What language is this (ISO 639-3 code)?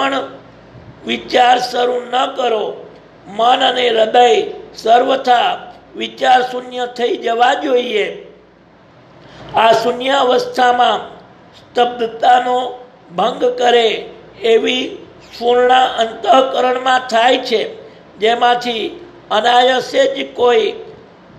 guj